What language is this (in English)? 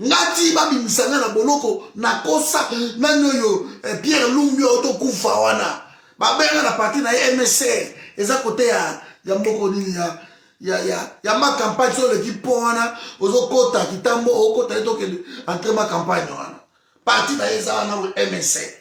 Lingala